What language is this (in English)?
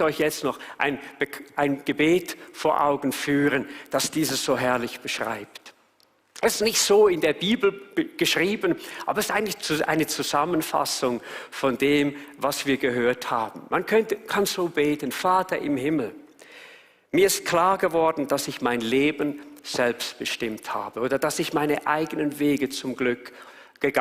Swiss German